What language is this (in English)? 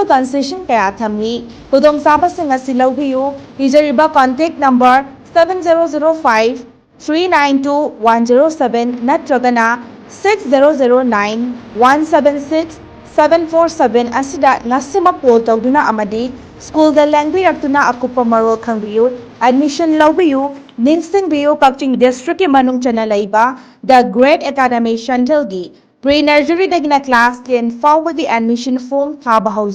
Manipuri